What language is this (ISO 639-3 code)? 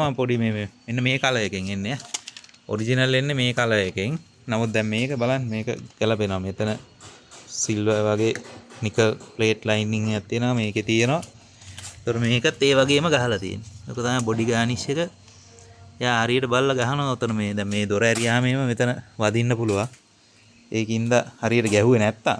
sin